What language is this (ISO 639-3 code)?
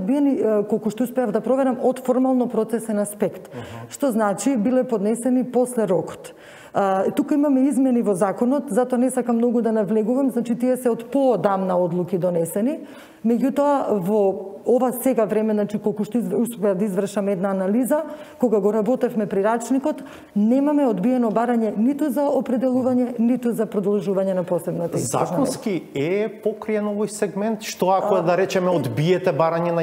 mkd